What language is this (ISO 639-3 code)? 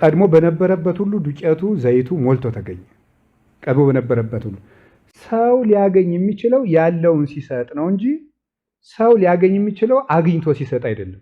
amh